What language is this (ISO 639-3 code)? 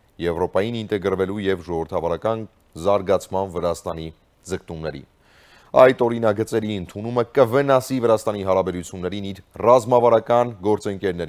hye